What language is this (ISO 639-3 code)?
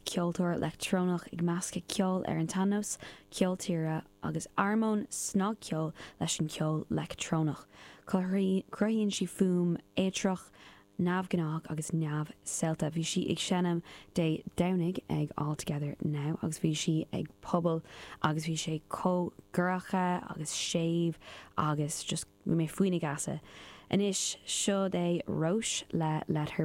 gle